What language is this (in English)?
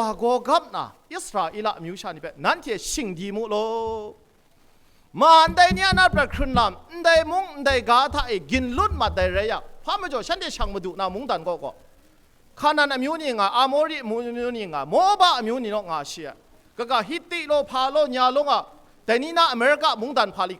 Kachin